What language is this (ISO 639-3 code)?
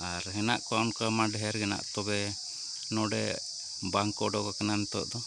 sat